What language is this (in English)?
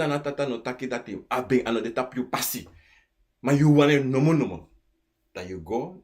Sranan Tongo